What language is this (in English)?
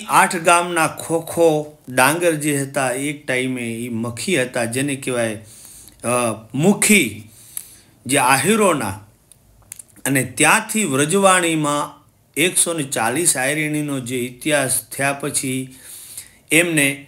Gujarati